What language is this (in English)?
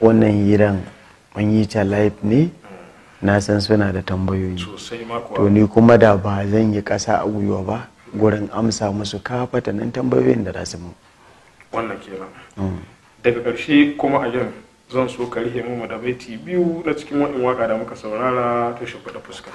Hausa